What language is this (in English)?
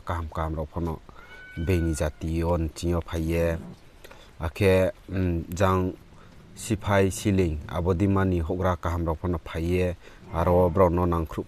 Riang (India)